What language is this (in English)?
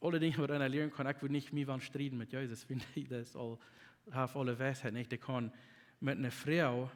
Plautdietsch